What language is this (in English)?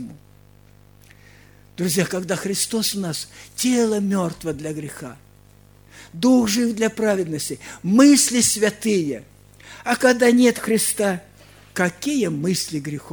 Russian